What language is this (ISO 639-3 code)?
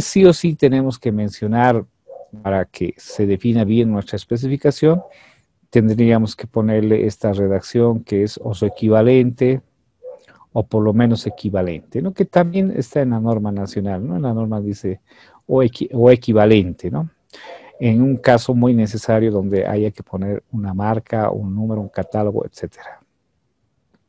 spa